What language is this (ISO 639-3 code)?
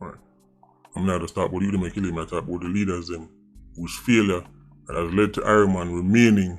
jam